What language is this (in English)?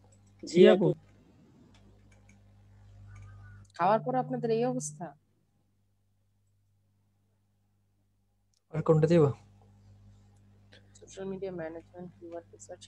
Bangla